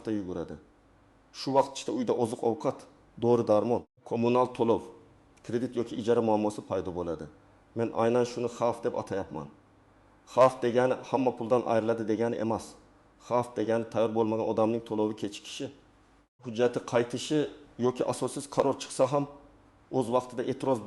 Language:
Uzbek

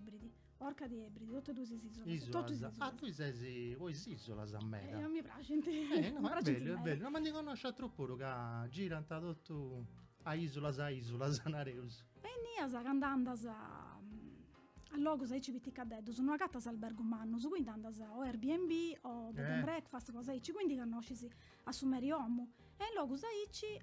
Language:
Sardinian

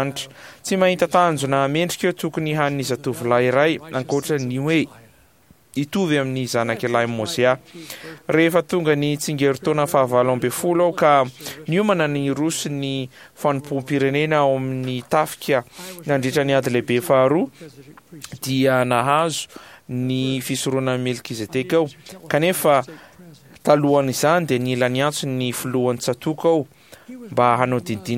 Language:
Malagasy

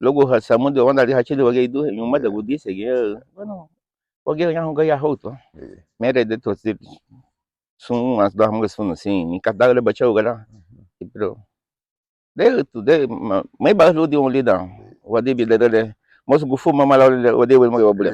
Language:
Garifuna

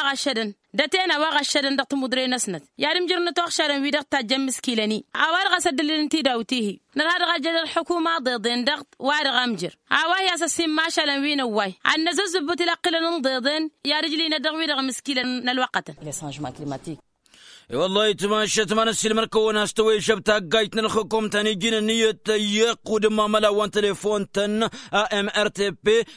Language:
Tamasheq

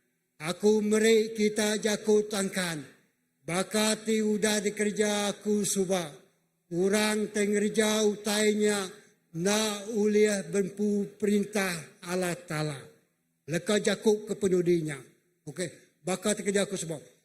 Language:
Iban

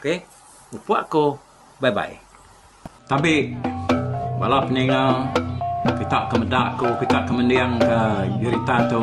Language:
Iban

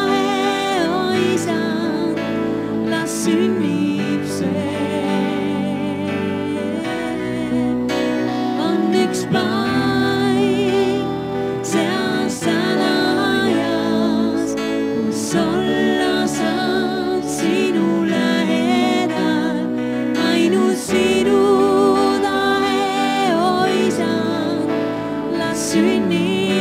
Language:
Estonian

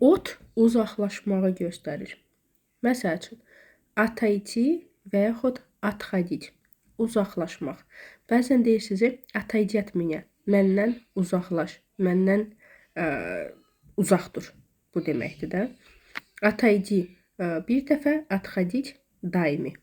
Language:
Azerbaijani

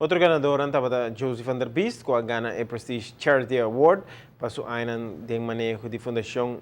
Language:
Papiamento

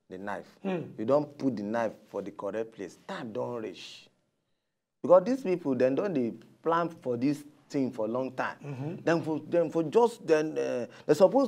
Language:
Nigerian Pidgin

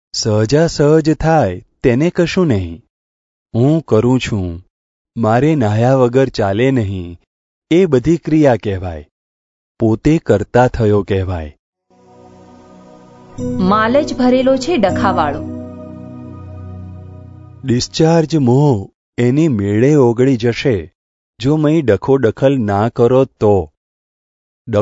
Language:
Gujarati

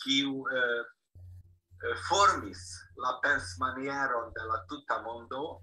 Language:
Esperanto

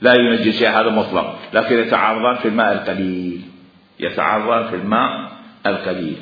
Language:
Mesopotamian Arabic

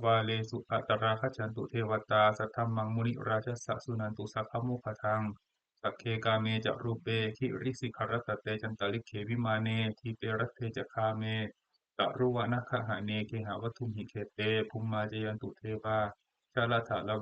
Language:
Pali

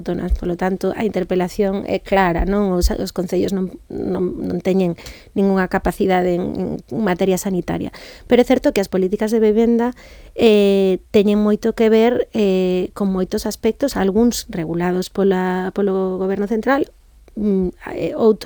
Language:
Galician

